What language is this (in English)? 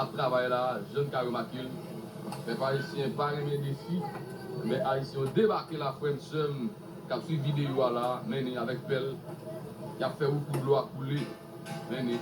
Haitian Creole